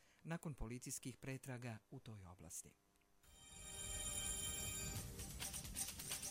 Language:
Bosnian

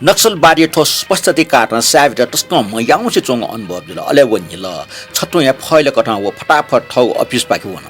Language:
Newari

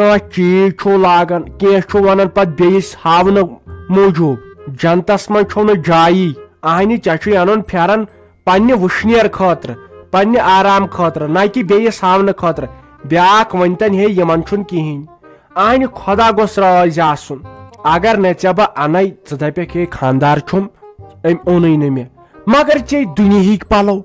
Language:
Kashmiri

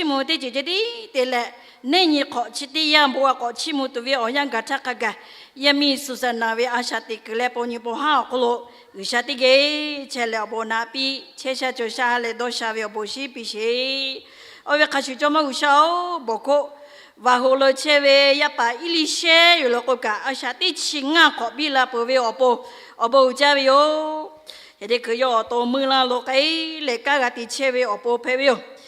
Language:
Lahu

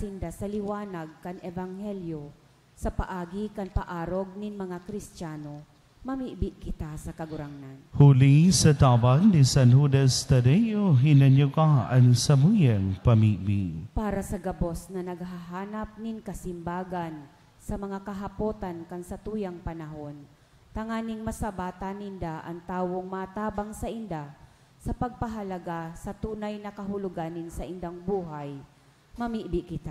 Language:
Bikol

